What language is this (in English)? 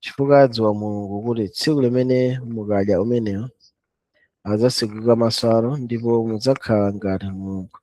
Nyanja